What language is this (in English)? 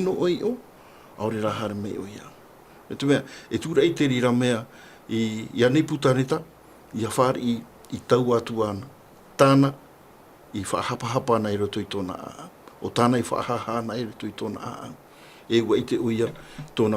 Tahitian